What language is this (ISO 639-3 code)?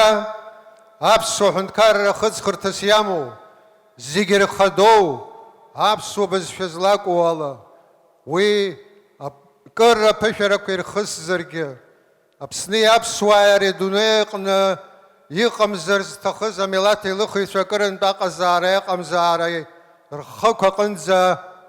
abk